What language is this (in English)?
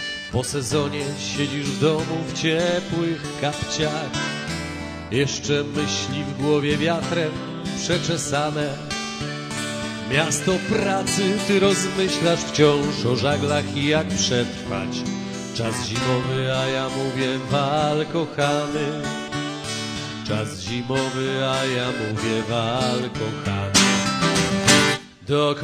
Polish